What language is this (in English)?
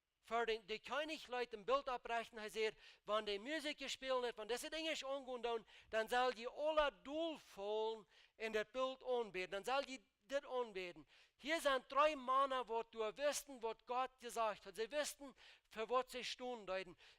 Plautdietsch